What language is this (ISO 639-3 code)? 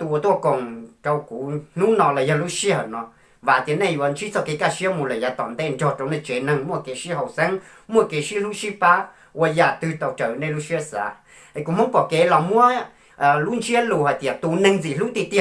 hmn